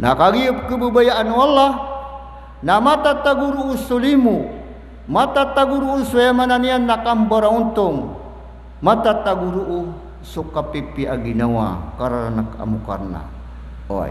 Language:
Maranao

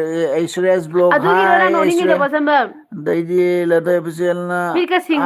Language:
Manipuri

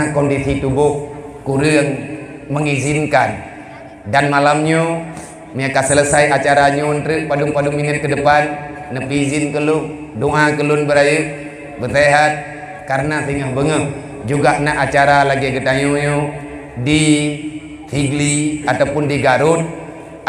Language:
Achinese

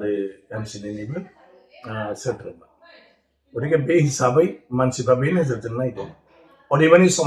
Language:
Bodo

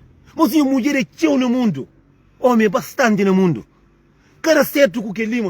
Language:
Kabuverdianu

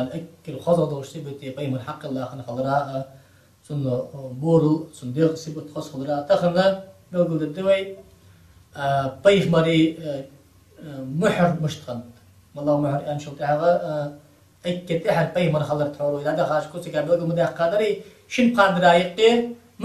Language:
Ingush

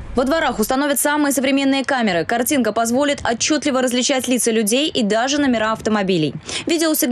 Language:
Russian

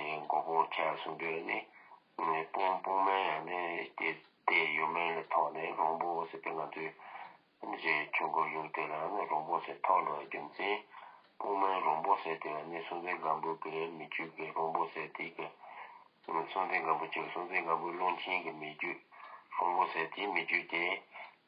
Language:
Tibetan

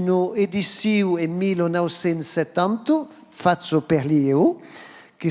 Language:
Occitan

